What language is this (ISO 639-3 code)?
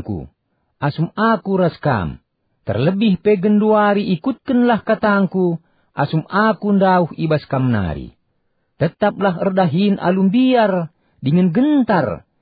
btx